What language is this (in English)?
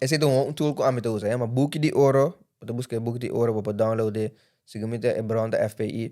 Papiamento